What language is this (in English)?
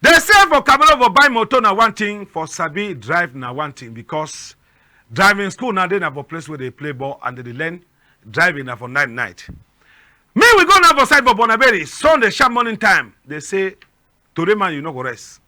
Cameroon Pidgin